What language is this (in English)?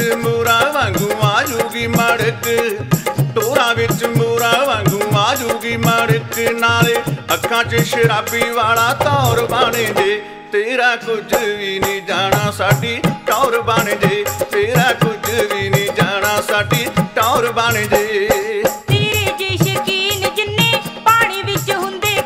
Punjabi